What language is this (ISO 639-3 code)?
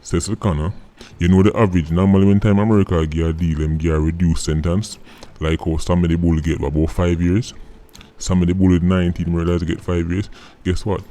jam